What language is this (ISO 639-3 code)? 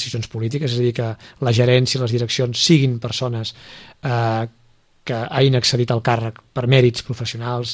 cat